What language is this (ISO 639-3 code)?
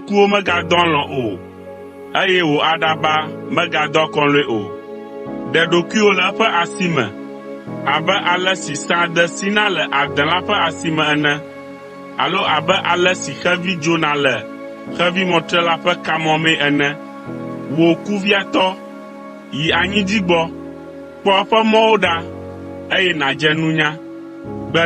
ewe